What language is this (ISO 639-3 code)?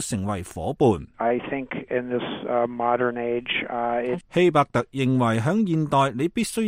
yue